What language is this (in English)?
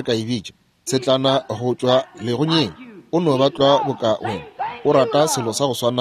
Northern Sotho